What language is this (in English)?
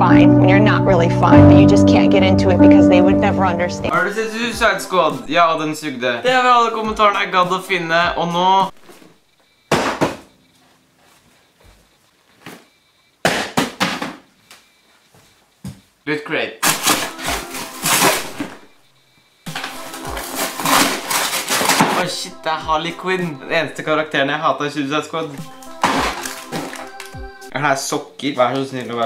Norwegian